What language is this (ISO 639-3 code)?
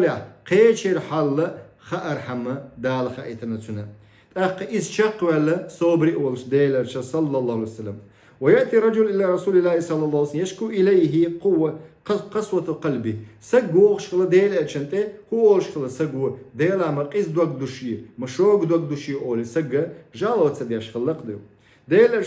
che